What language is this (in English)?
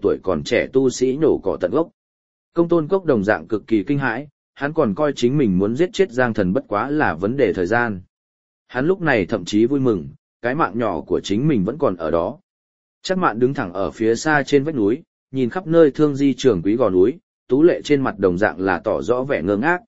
Vietnamese